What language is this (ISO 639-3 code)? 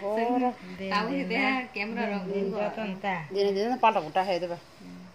trp